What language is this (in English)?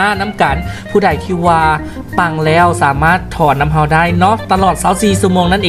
Lao